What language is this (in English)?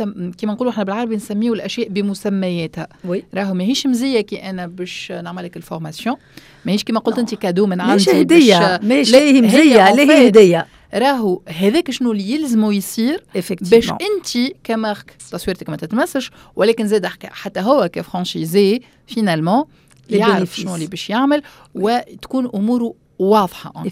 Tunisian Arabic